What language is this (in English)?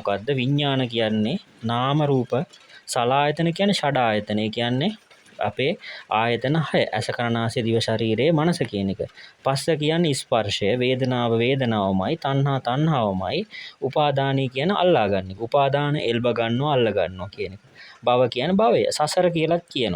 Sinhala